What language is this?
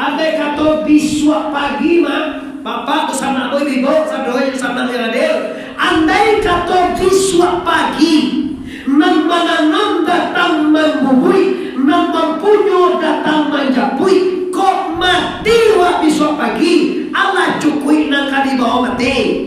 Minangkabau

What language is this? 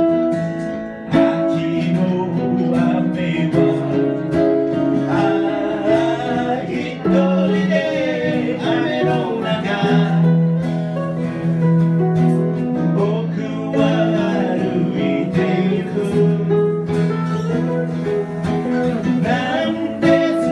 Japanese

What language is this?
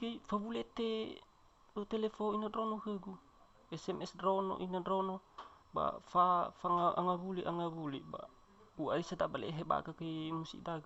Nias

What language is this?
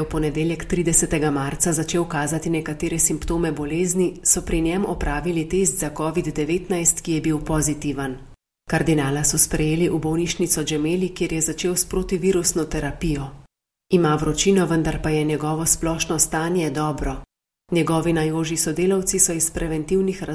Slovenian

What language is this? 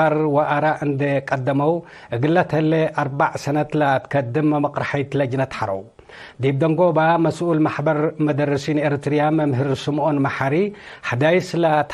Tigre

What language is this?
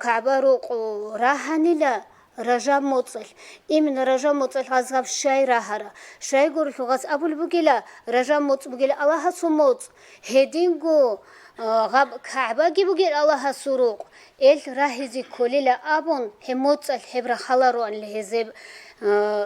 Avaric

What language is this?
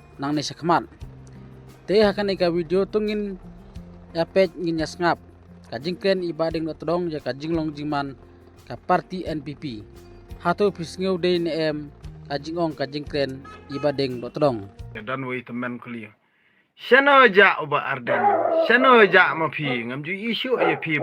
Khasi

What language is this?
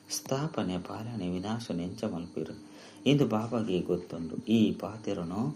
Tulu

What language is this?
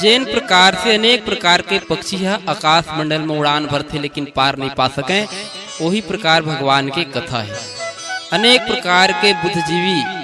Chhattisgarhi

